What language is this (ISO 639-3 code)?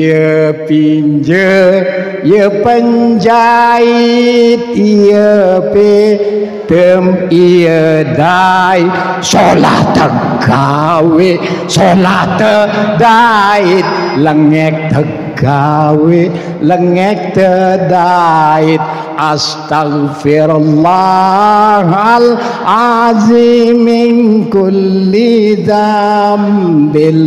sas